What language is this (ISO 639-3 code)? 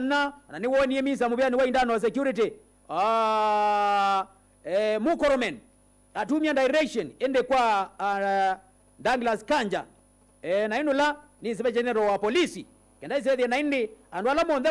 kam